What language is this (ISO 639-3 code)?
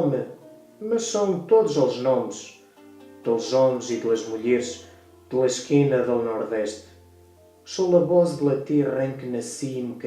mwl